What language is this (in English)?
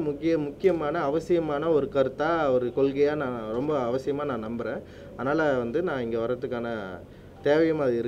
Tamil